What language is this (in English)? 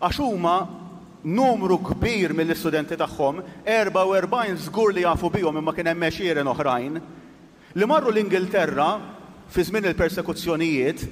Maltese